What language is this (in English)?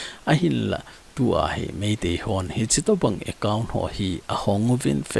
Thado Chin